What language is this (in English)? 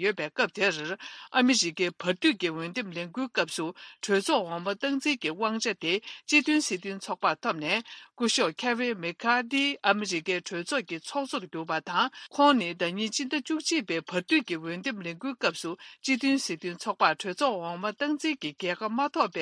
Tibetan